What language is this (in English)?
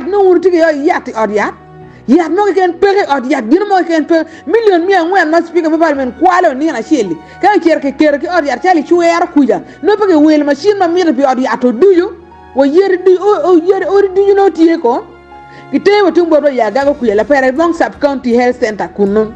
Acoli